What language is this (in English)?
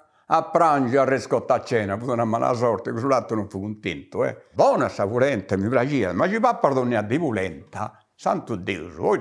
Sardinian